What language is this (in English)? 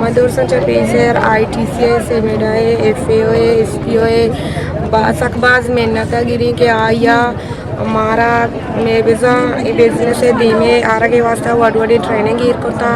Eastern Balochi